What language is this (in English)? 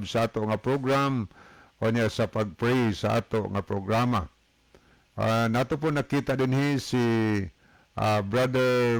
Cebuano